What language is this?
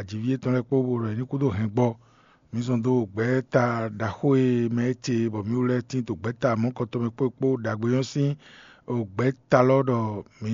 Fon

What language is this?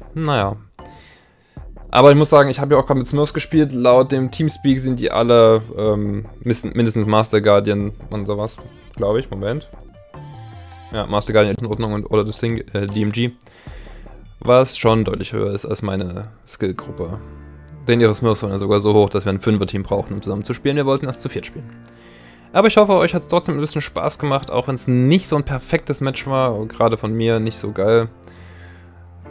German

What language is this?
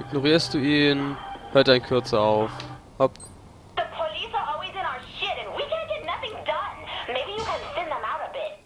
Palatine German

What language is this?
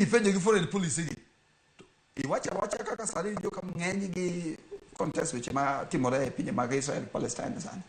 Luo (Kenya and Tanzania)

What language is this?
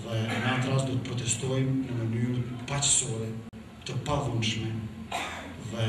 Albanian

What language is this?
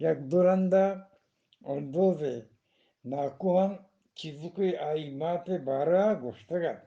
Eastern Balochi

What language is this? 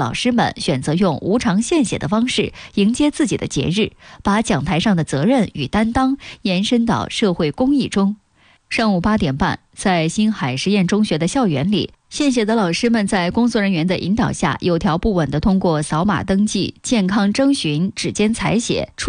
Chinese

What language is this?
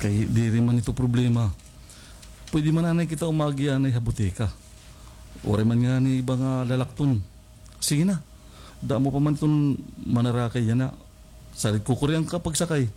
Waray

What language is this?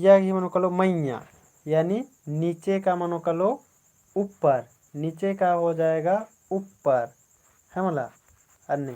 Kurukh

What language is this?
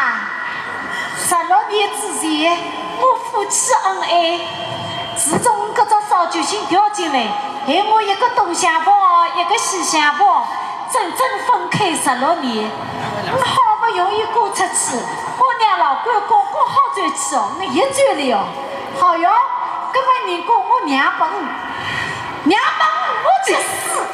Wu Chinese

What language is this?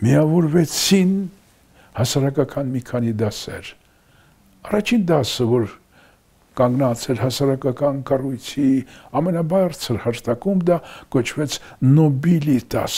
Armenian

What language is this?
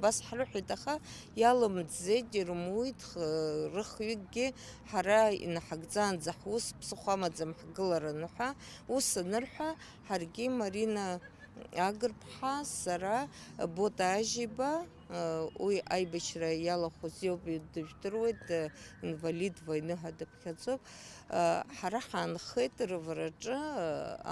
Abkhazian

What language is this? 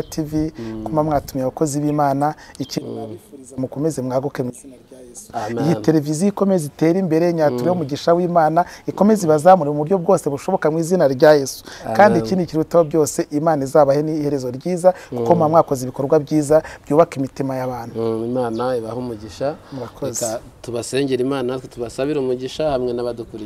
Kinyarwanda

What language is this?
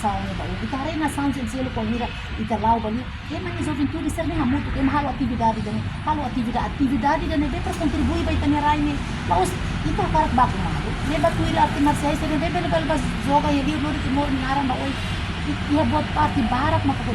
Tetum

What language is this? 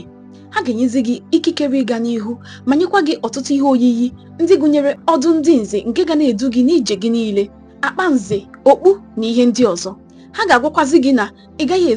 Igbo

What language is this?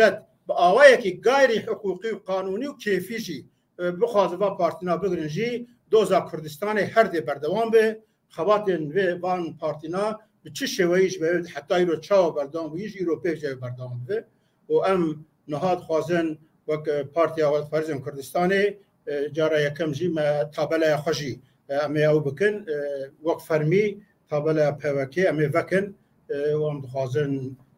Kurdish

